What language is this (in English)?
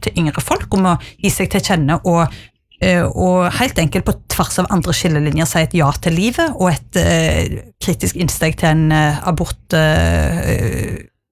Norwegian